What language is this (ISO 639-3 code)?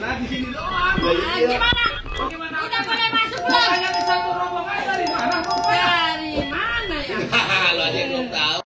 bew